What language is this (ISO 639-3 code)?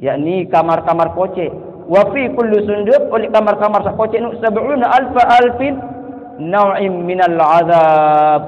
sas